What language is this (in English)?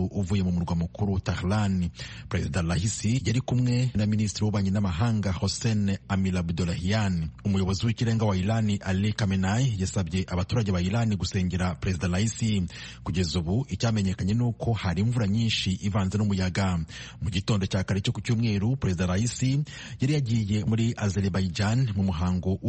Kinyarwanda